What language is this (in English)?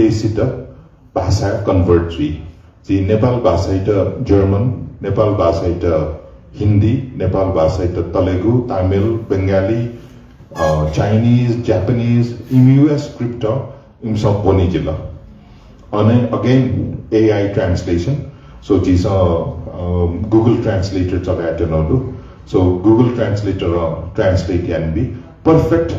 Newari